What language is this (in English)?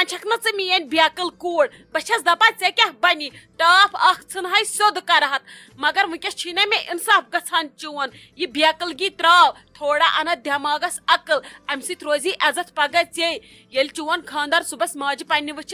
Kashmiri